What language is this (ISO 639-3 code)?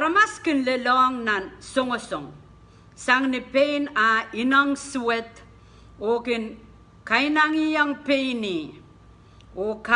pon